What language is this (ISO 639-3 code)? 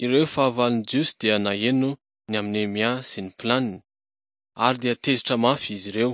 mlg